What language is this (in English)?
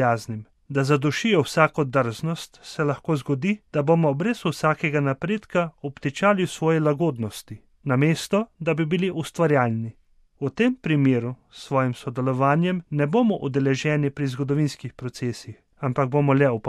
Slovenian